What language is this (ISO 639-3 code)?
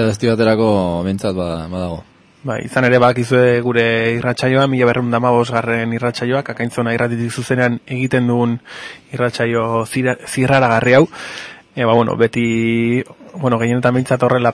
eus